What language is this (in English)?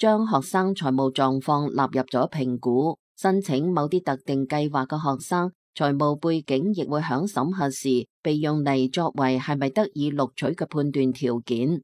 Cantonese